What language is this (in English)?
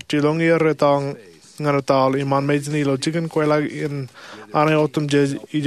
Marshallese